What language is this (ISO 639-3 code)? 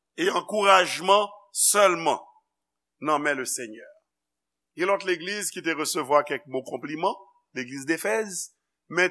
hat